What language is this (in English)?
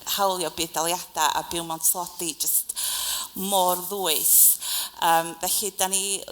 Welsh